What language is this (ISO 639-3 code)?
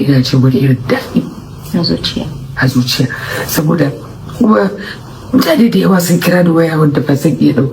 hau